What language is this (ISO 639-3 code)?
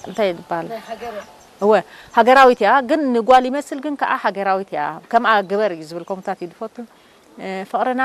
tir